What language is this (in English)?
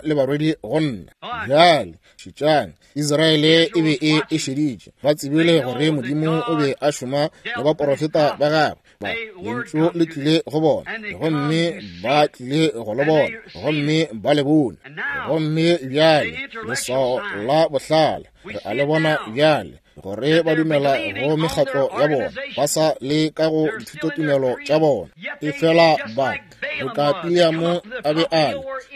Northern Sotho